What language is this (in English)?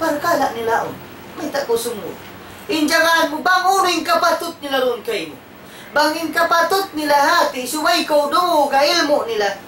Tausug